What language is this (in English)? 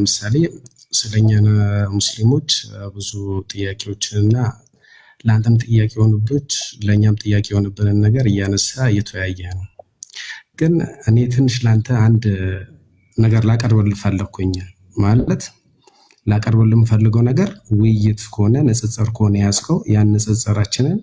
Amharic